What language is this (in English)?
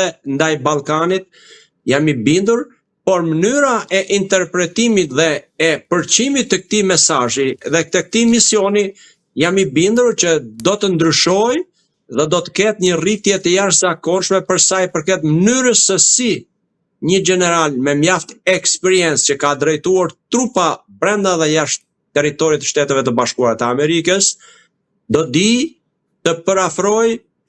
Albanian